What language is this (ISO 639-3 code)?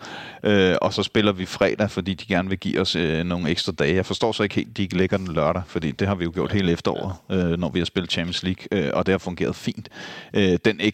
dan